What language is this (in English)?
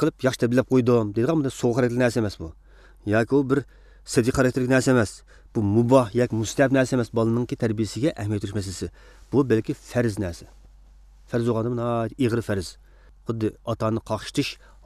Uyghur